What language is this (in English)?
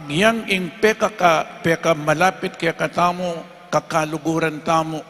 Pampanga